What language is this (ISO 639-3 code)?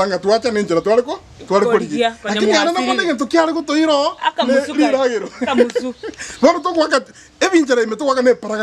guz